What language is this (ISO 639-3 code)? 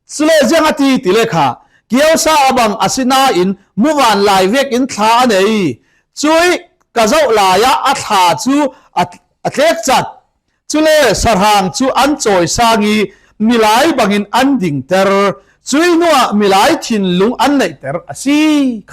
cfm